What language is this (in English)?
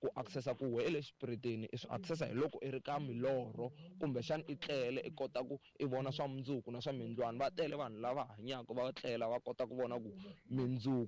Tsonga